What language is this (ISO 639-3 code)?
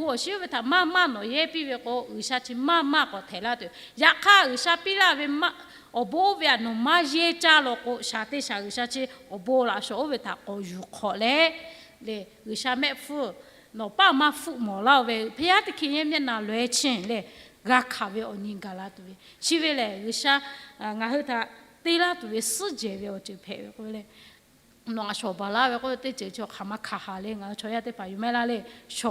lhu